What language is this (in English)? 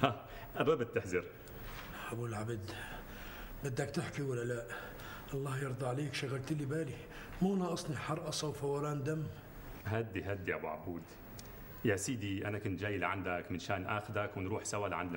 North Levantine Arabic